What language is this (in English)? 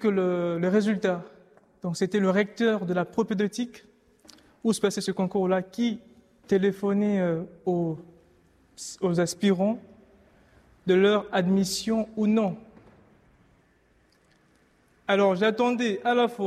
French